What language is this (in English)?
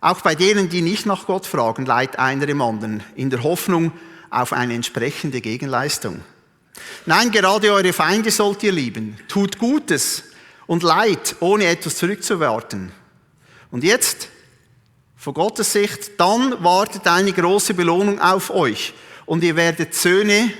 Swiss German